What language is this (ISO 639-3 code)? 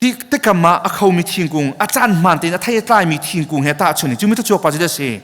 cnh